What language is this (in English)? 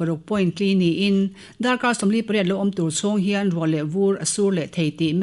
Mizo